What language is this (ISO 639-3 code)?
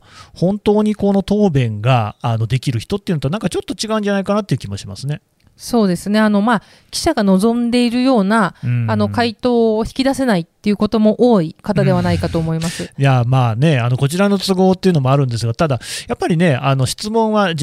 jpn